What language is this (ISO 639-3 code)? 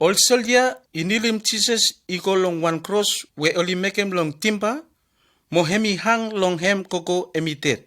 bis